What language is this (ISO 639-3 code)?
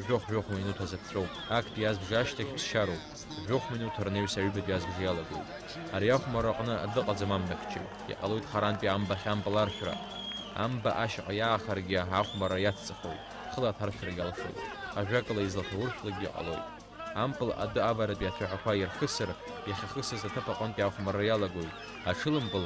abk